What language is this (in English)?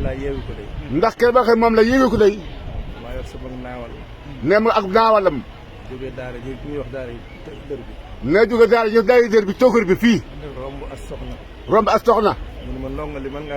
Wolof